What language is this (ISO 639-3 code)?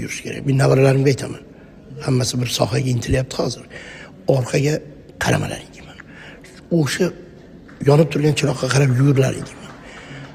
uzb